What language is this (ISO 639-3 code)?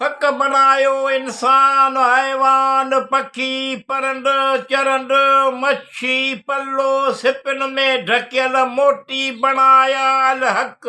snd